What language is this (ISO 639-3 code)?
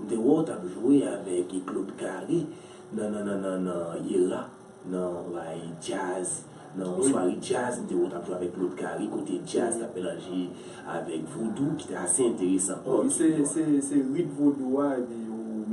hat